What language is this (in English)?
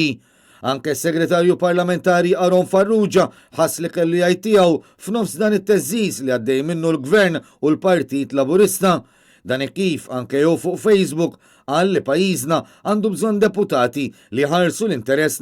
Maltese